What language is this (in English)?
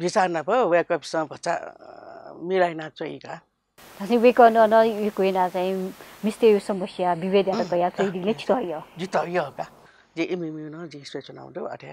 Newari